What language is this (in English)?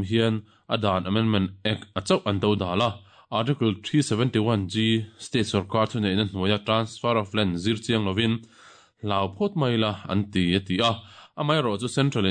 Mizo